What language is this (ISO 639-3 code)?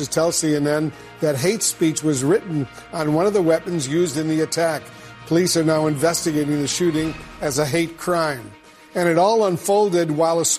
eng